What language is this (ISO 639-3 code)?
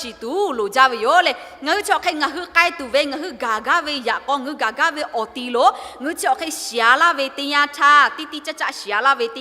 lhu